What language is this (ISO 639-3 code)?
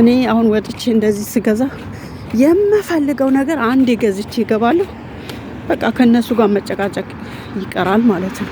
amh